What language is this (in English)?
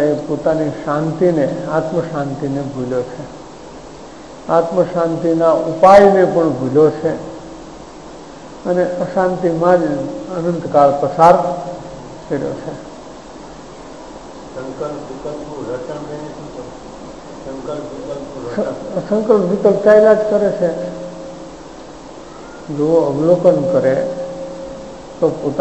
Gujarati